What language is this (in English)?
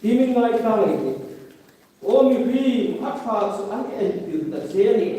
Hmar